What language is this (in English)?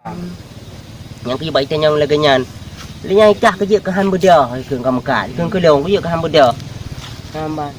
Achinese